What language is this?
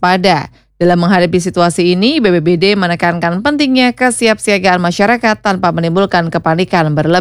Indonesian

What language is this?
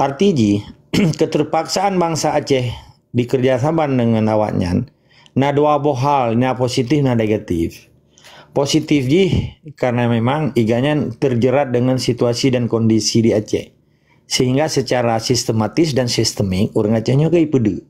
Achinese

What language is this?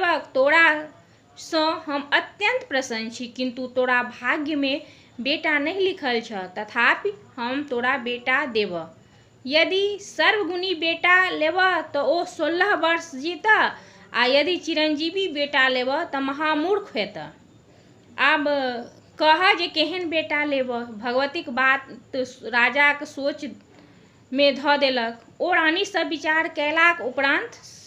Maithili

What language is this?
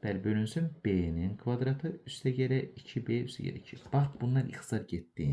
Azerbaijani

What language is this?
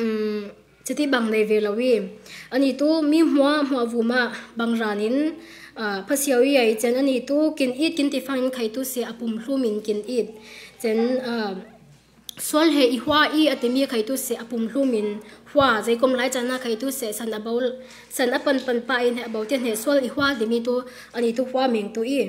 Falam Chin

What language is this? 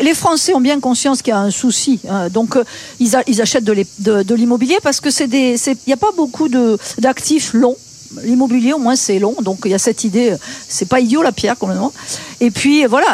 French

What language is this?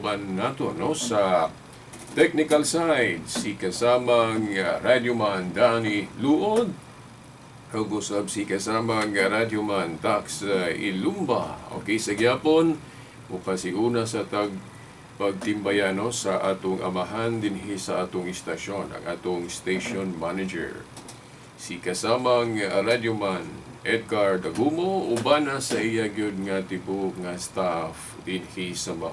Cebuano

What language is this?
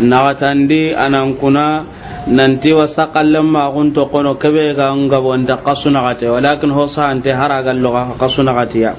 Soninke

